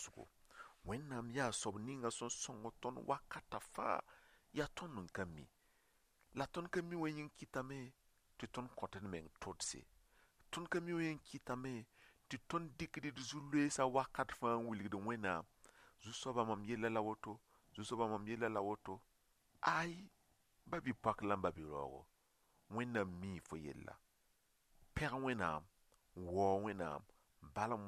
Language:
Mossi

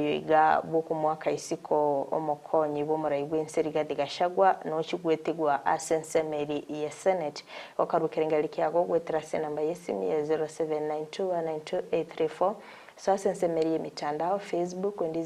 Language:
Gusii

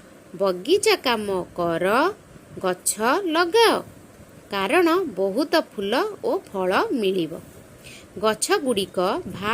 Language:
Odia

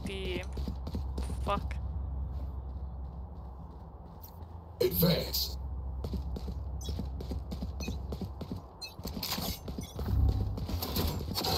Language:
Finnish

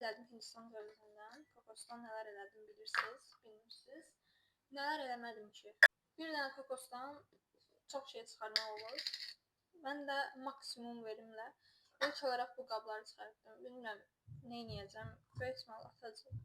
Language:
Azerbaijani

